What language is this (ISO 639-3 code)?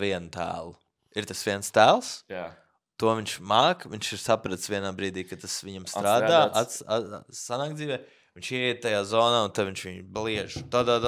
lav